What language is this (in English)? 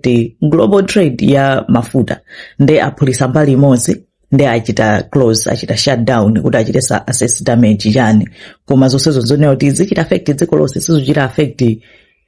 Nyanja